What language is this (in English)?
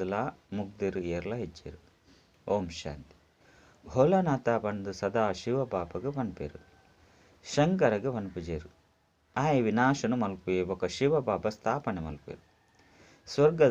Tulu